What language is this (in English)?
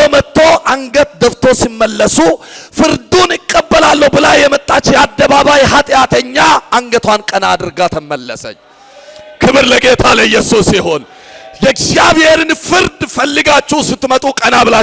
Amharic